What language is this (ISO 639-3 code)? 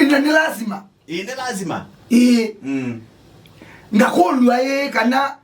kam